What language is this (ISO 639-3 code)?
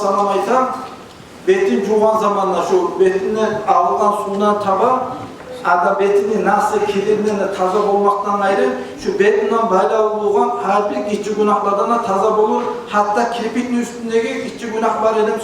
kum